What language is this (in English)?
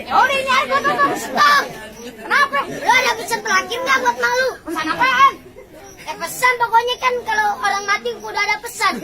Betawi